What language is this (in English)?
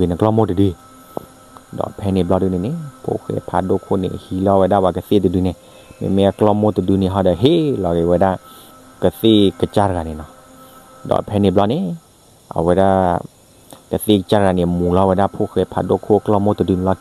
S'gaw Karen